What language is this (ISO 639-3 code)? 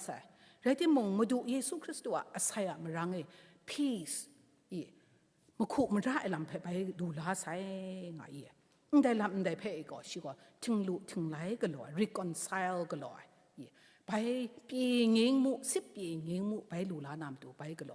kac